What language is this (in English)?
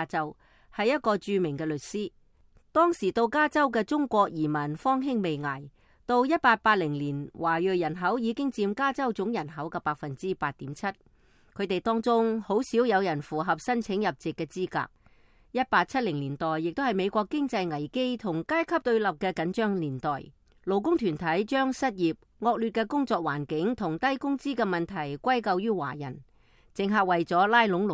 Cantonese